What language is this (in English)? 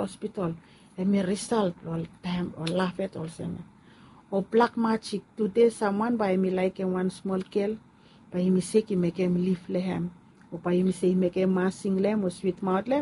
Bislama